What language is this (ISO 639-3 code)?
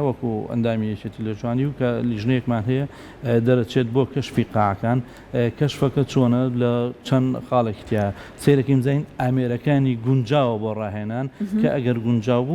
ckb